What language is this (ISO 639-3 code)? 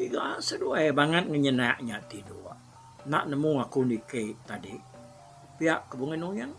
iba